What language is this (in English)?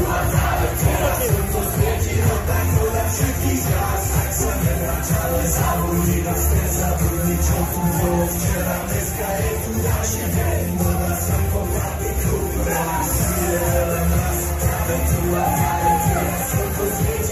Slovak